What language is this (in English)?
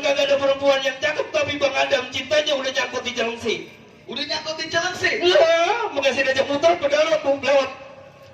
Betawi